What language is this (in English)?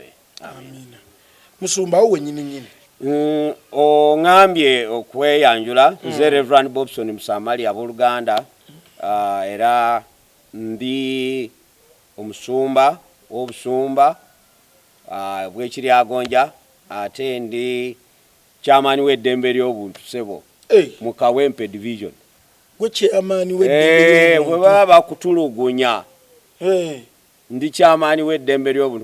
Ganda